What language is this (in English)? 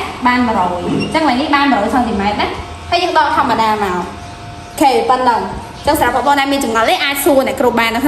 Khmer